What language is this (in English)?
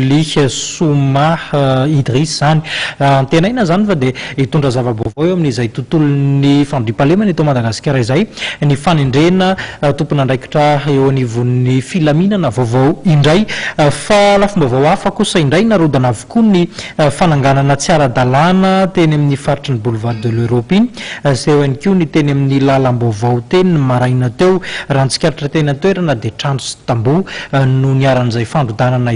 Malagasy